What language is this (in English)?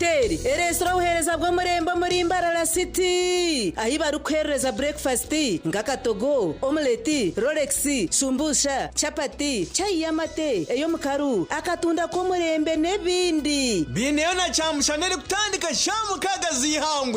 Nyankole